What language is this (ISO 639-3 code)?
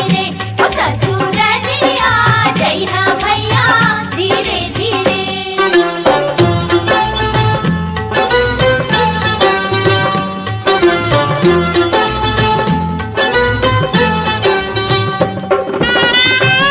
bho